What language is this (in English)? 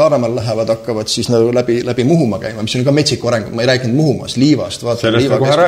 Estonian